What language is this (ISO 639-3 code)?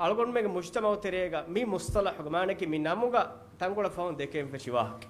div